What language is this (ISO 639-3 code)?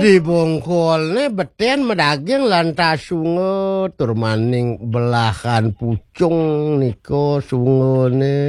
ban